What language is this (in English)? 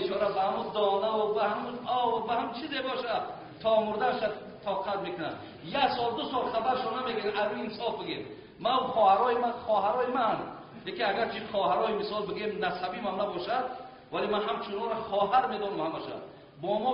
Tajik